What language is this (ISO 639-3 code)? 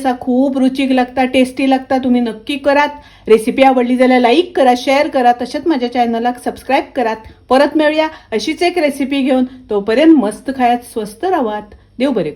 kok